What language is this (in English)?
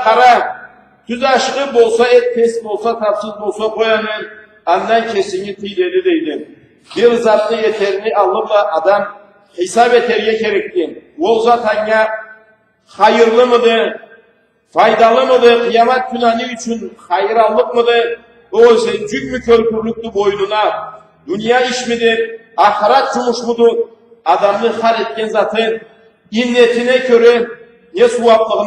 Karachay-Balkar